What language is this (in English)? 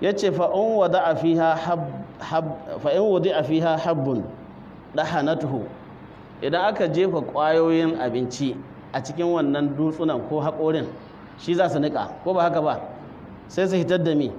Hausa